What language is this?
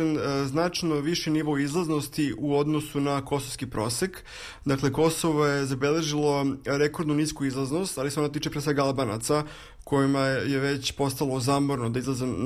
Serbian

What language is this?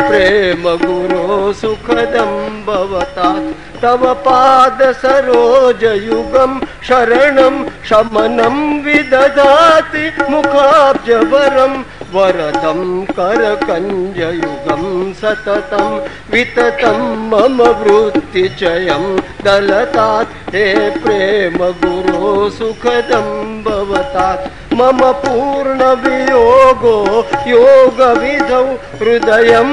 Gujarati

